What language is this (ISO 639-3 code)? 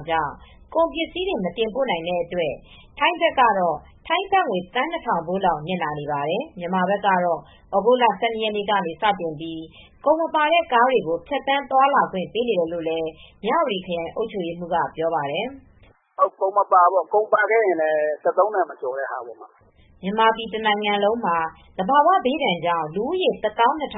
mya